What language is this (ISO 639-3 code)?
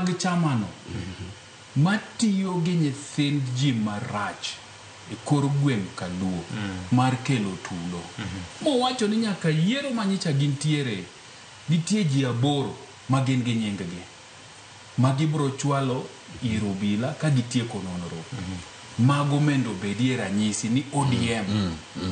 luo